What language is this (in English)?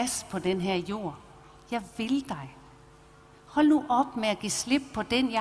Danish